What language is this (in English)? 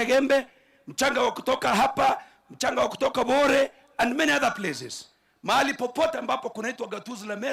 Meru